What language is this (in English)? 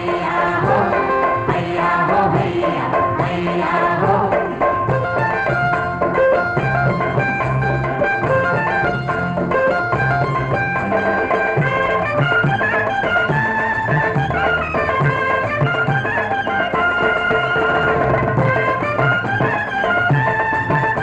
Marathi